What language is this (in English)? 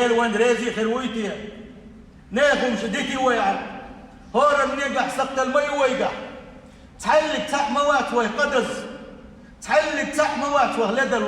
Chechen